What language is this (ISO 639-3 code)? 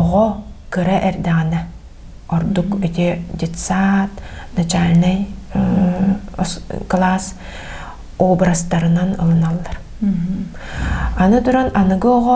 sah